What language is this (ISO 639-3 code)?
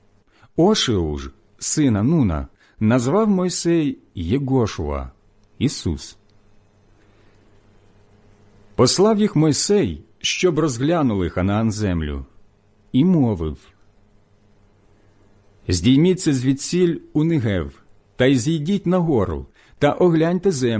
ukr